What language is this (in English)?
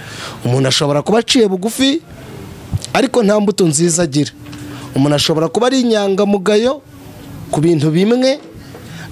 Kinyarwanda